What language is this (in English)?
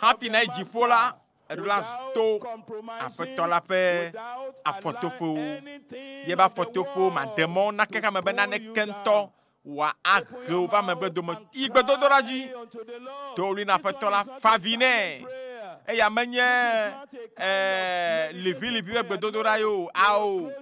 Ewe